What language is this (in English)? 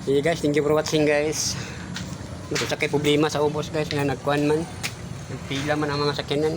Cebuano